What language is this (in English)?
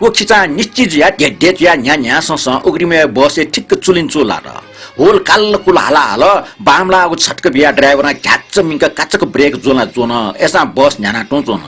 Newari